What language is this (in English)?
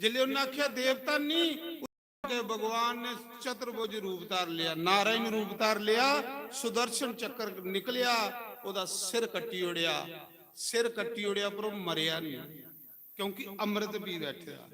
Dogri